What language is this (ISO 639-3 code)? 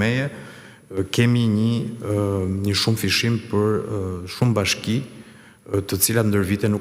sqi